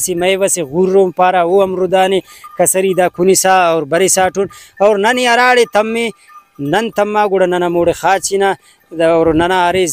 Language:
Brahui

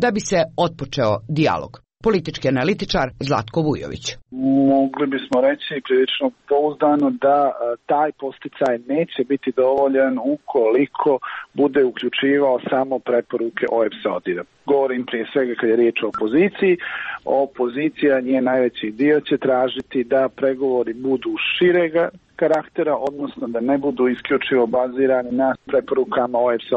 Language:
Serbian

